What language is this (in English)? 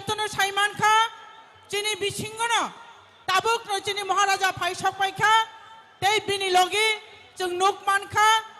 Kok Borok